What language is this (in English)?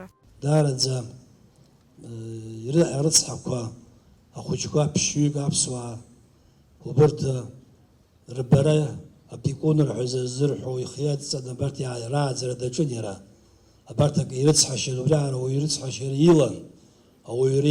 Abkhazian